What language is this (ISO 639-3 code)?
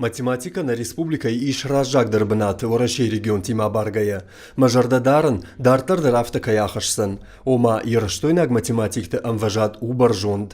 oss